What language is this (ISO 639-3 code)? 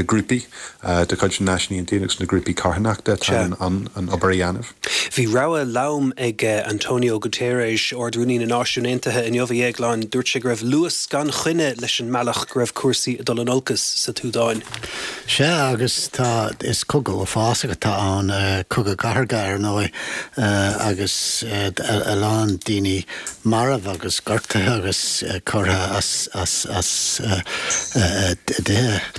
gle